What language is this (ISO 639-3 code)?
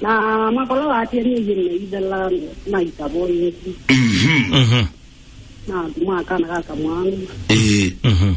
kam